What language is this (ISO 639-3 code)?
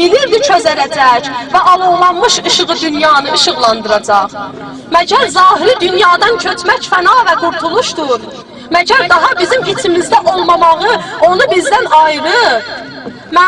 azb